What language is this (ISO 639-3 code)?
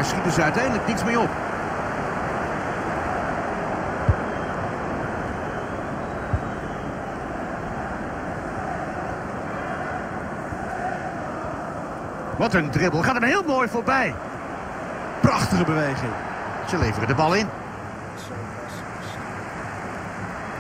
nld